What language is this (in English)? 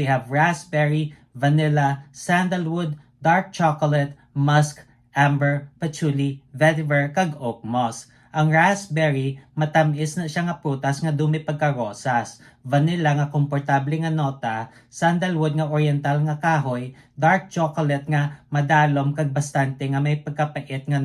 Hiligaynon